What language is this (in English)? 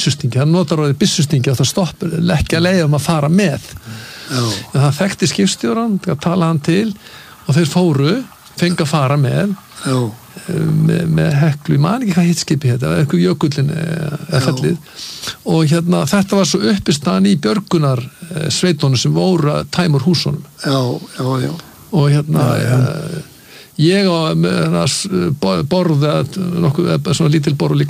Icelandic